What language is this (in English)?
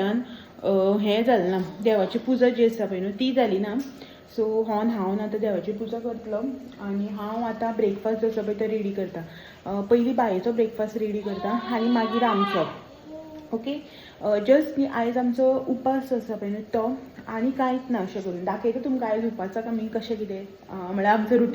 Konkani